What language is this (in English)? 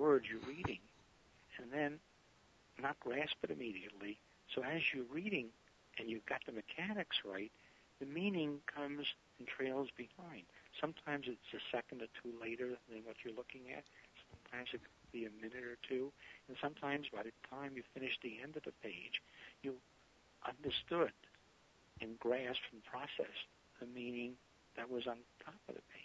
English